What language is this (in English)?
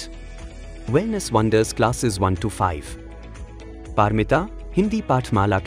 English